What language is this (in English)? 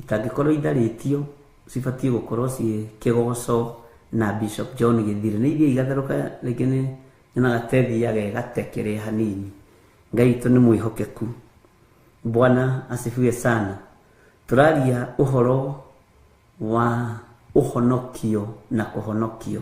Kikuyu